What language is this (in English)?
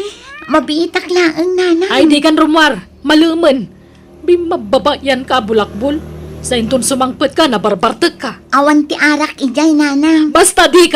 Iloko